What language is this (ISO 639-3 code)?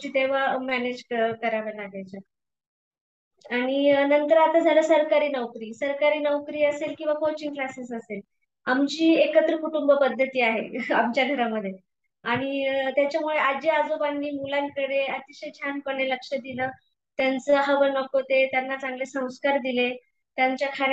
mar